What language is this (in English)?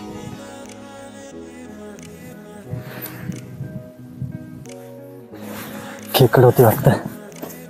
Marathi